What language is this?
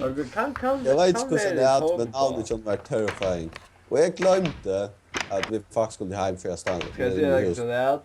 Faroese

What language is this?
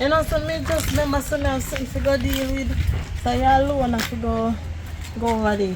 Jamaican Creole English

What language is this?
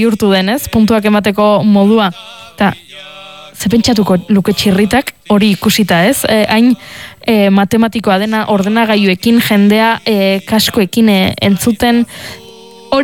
Basque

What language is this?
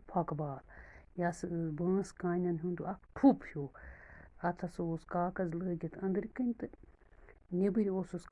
Kashmiri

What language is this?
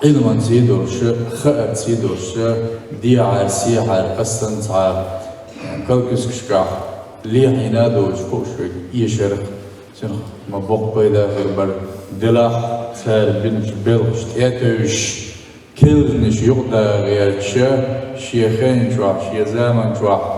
Chechen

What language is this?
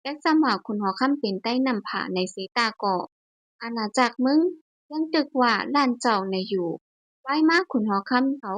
Shan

